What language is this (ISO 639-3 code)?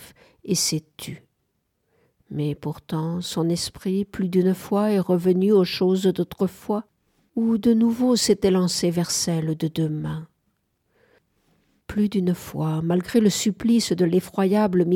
fra